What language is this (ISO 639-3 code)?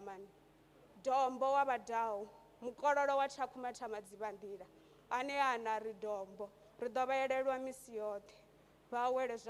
ven